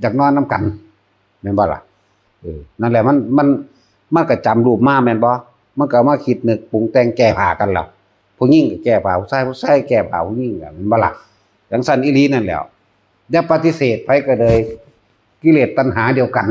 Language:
Northeastern Thai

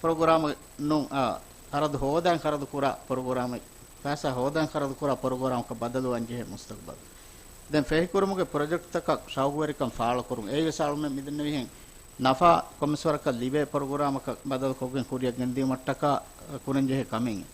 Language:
Divehi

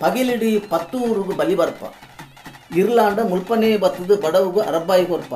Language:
Tulu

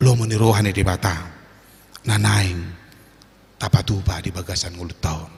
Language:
Batak Toba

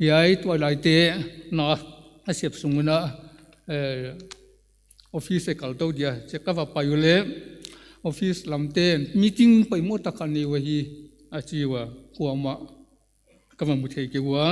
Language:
Paite Chin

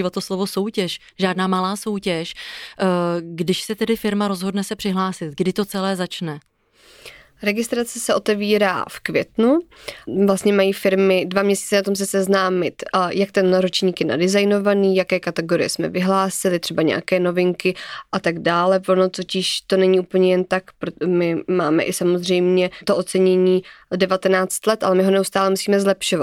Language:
Czech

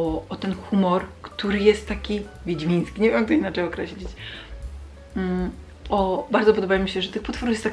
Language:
Polish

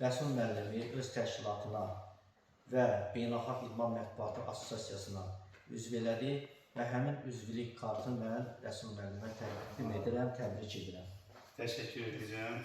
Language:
Azerbaijani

